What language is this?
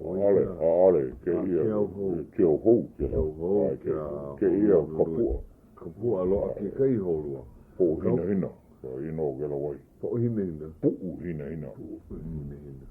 Hawaiian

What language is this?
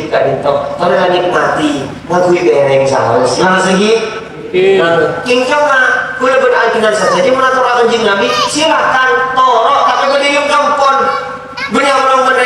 Madurese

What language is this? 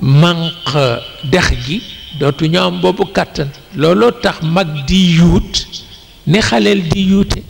Wolof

